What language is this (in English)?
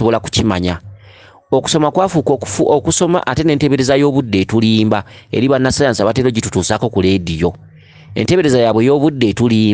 Ganda